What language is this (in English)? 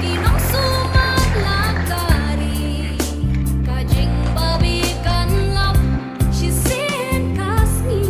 Khasi